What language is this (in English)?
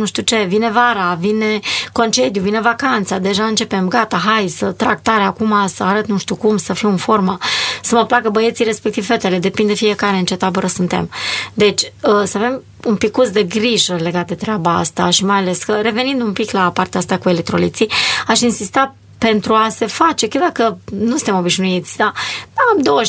Romanian